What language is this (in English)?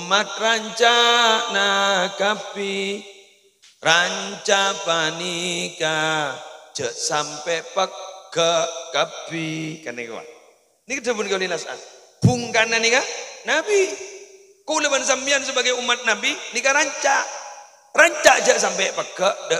Madurese